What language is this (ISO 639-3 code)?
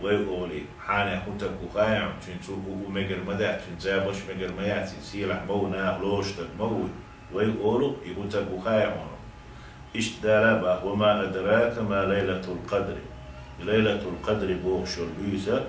che